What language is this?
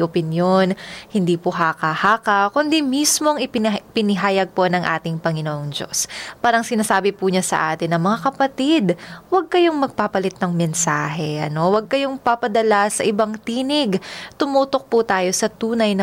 Filipino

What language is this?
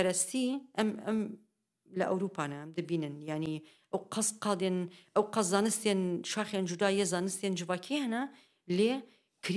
Kurdish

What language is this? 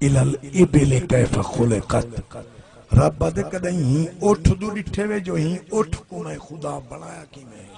Saraiki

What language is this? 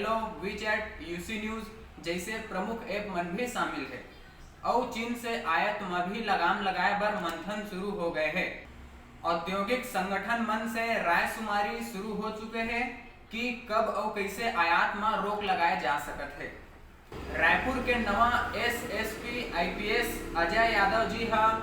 Chhattisgarhi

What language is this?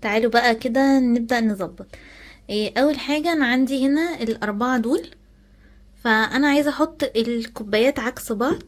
Egyptian Arabic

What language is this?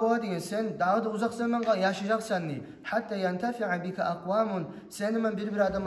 Kumyk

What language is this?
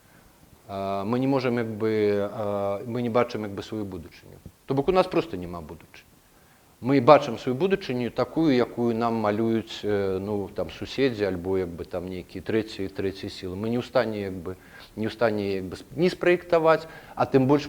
Belarusian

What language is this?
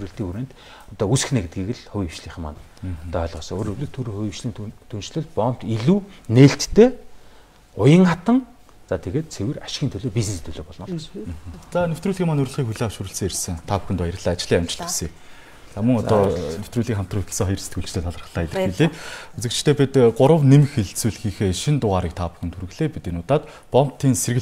Mongolian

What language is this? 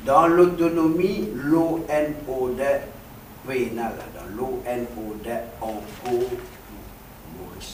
Morisyen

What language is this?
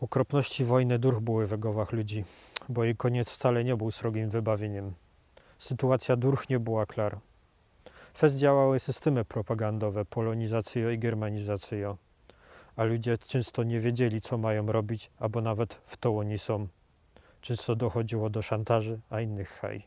Silesian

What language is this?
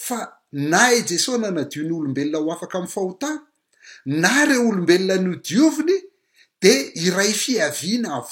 Malagasy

